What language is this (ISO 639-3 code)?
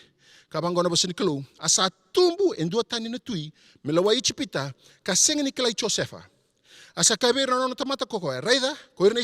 fij